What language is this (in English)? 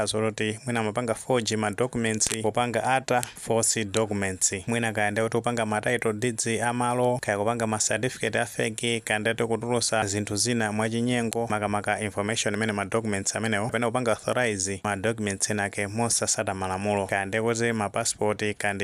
Nyanja